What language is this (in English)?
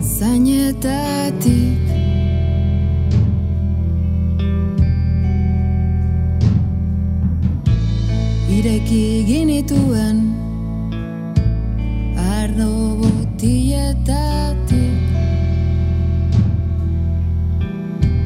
Basque